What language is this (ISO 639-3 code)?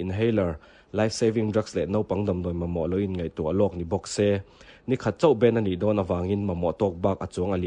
lus